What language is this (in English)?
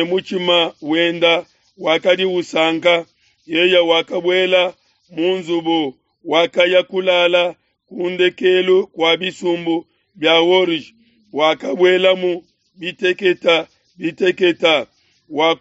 Luba-Lulua